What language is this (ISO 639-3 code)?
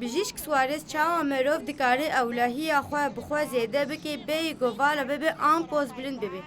kur